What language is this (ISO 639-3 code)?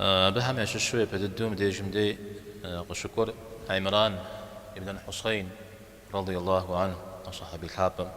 kbd